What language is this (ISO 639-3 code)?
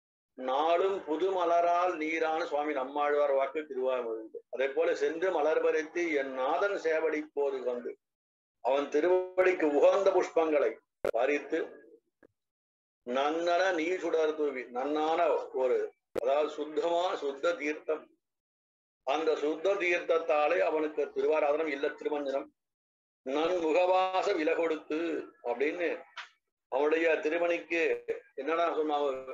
tam